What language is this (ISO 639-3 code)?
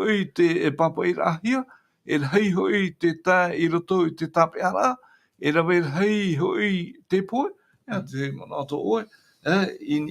tah